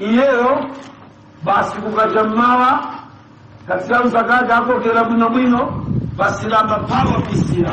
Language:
Nyanja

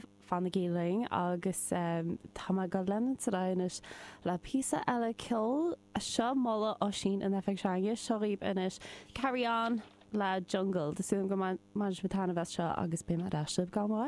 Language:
Irish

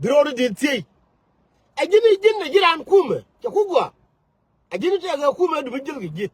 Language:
Nuer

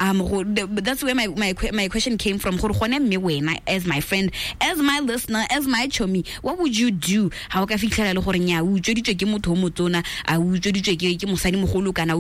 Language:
Tswana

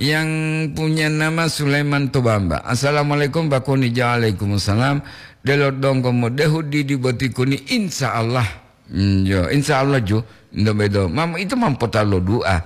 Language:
Gorontalo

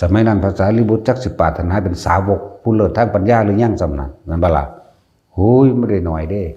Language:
Lao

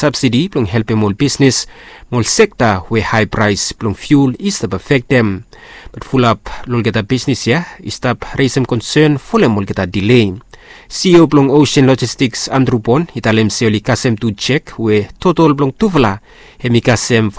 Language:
Bislama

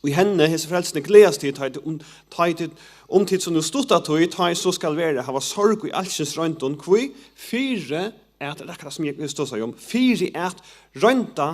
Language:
Faroese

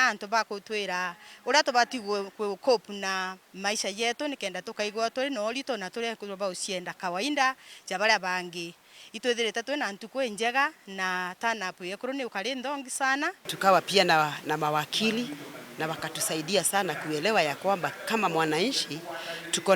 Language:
Meru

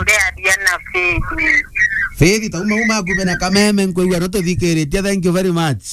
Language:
Meru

